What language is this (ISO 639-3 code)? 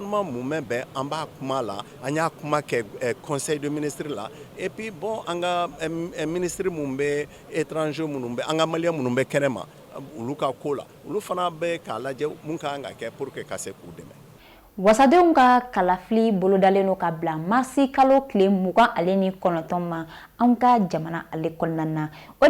bam